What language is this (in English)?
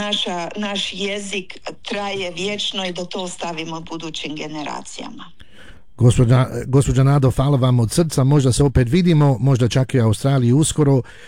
Croatian